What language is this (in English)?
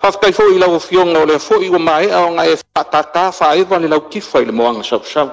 Samoan